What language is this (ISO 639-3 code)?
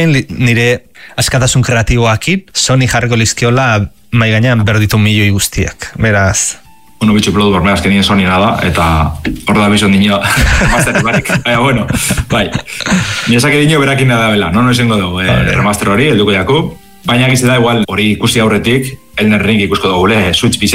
eus